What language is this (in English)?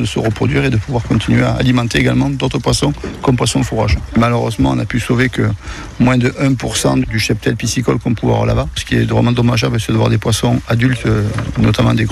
French